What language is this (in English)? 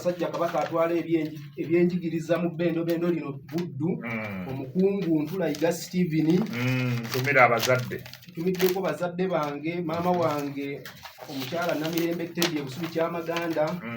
Ganda